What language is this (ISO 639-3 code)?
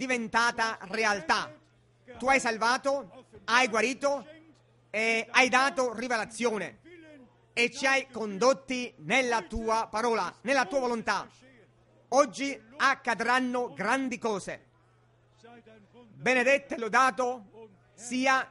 ita